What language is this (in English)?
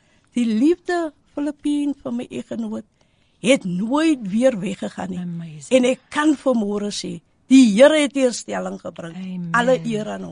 Afrikaans